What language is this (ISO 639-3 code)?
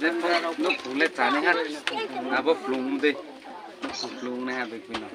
ria